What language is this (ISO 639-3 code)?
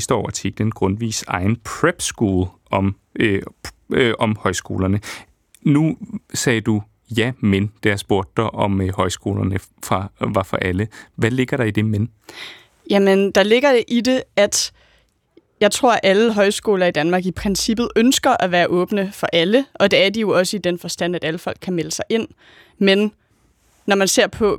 dan